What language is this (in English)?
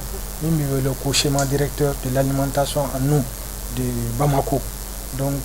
Bambara